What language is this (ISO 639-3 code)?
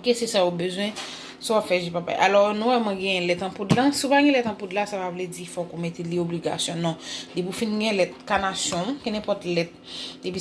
hat